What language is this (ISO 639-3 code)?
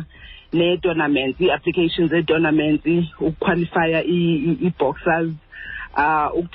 xho